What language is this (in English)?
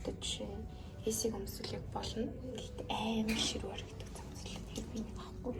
Mongolian